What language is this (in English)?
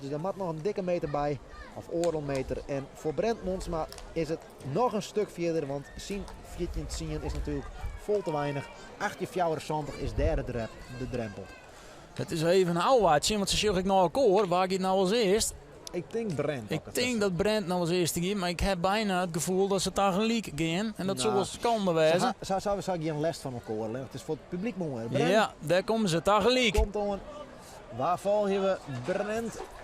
Western Frisian